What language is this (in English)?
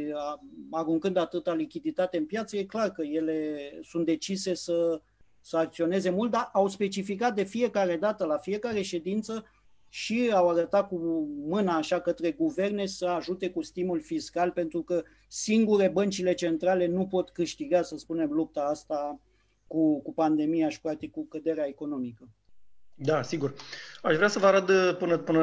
Romanian